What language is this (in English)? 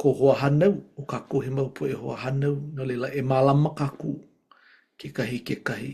Hawaiian